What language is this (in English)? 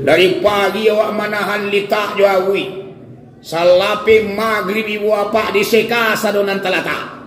Minangkabau